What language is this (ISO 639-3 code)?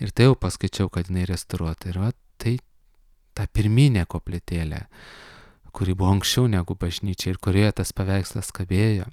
lit